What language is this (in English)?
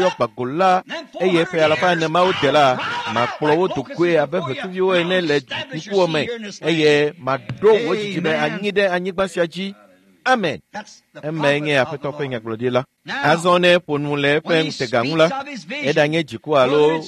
Ewe